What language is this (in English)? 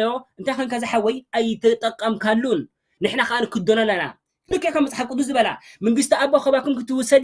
Tigrinya